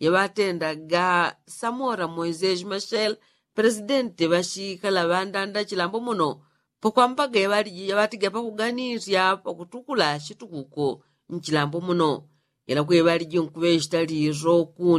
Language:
Yao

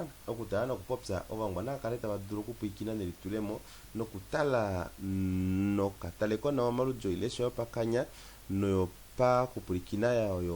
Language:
Kuanyama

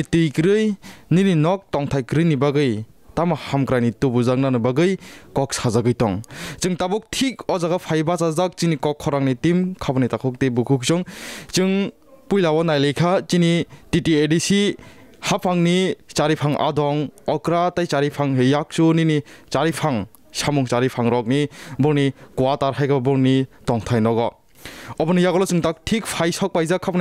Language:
Kok Borok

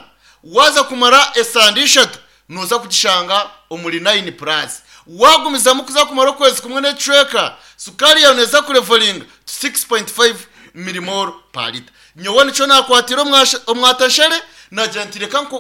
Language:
Nyankole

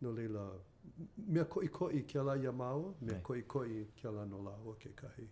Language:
Hawaiian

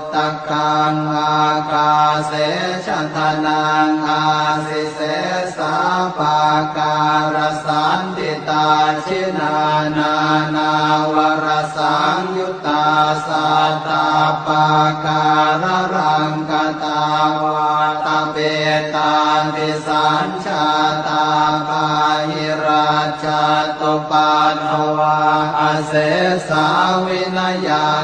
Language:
Pali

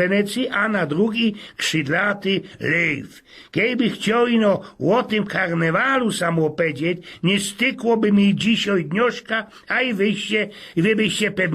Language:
Silesian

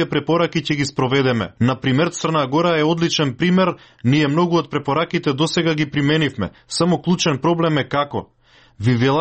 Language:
Macedonian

